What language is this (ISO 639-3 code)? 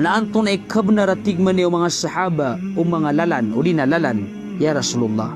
mrw